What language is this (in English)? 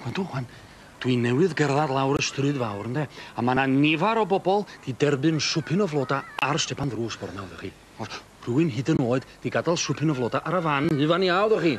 Welsh